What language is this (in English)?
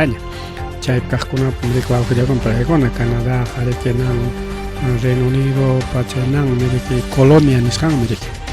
Ayacucho Quechua